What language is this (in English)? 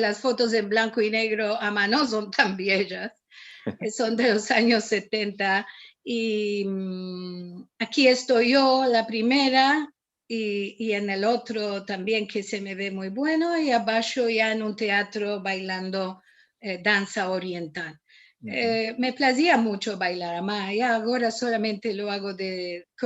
Ladino